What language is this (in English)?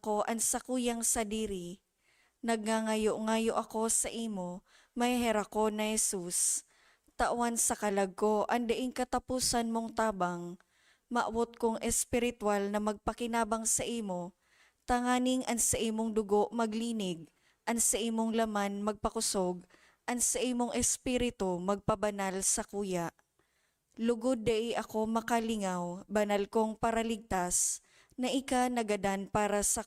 Bikol